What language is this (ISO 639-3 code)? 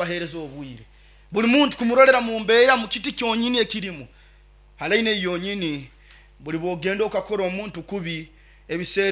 nyo